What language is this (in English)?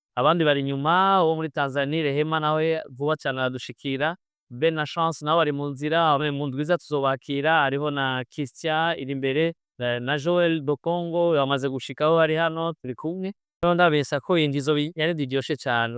Rundi